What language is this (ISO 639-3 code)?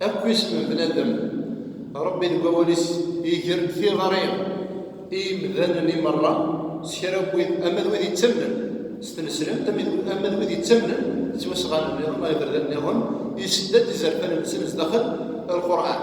kab